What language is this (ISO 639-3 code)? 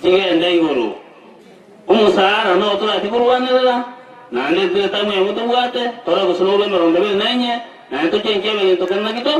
guz